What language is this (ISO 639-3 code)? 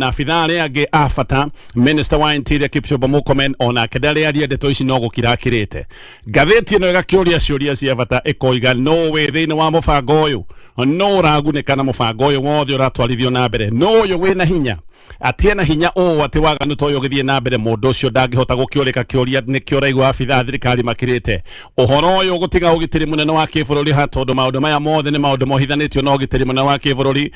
kik